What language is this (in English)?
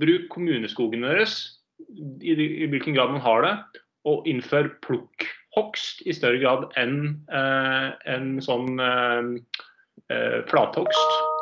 Norwegian